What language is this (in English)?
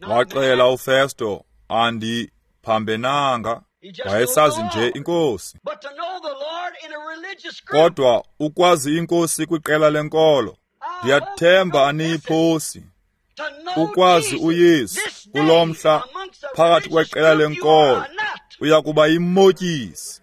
Xhosa